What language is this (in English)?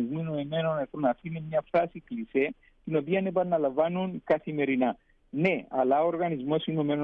Greek